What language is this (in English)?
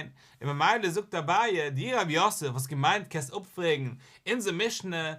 Yiddish